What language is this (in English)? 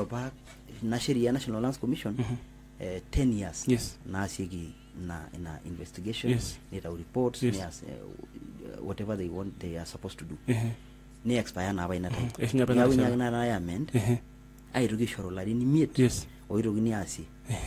Masai